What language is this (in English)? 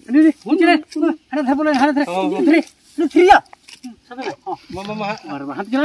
Santali